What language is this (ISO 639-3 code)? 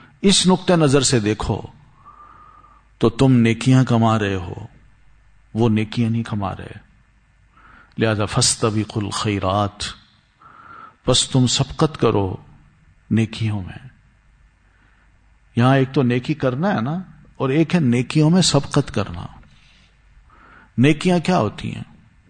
urd